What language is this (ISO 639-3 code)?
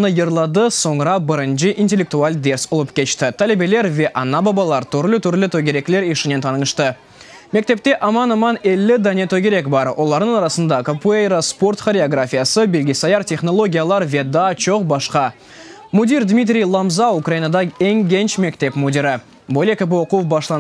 crh